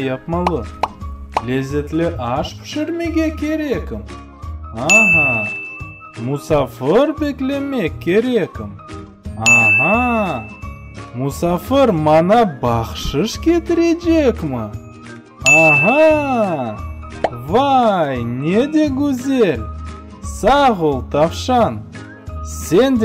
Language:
Crimean Tatar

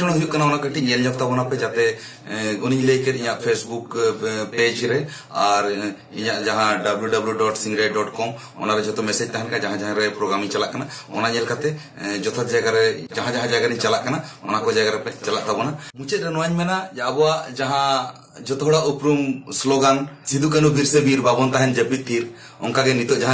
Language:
Santali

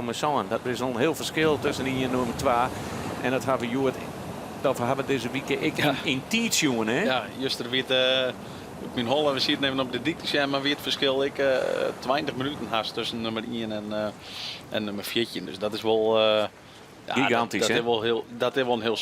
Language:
Western Frisian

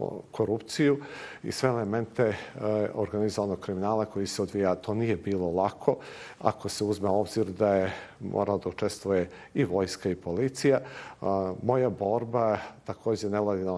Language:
Bosnian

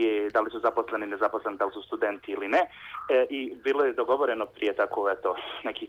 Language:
Bosnian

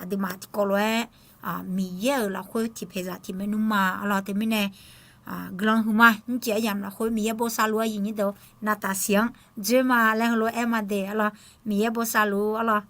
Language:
Akha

